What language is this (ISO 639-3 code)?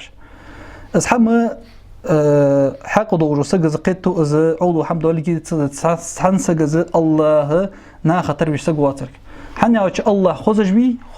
inh